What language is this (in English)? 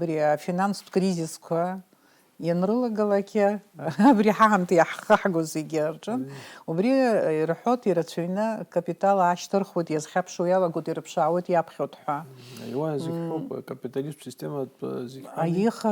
Abkhazian